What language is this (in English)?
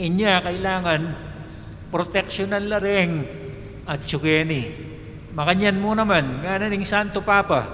Pampanga